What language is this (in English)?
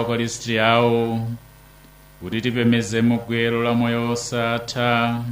Nyanja